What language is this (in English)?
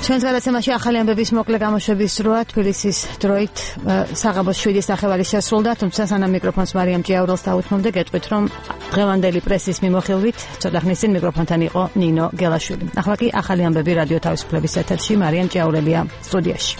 Georgian